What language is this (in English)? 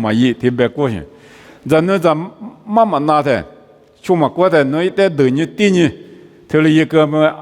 Lisu